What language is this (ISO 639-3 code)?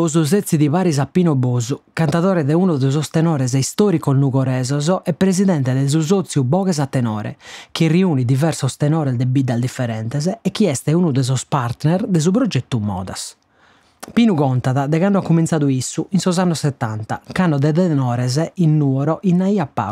srd